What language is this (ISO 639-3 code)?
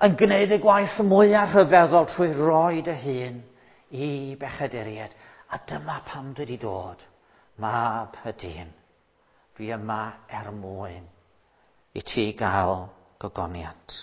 cym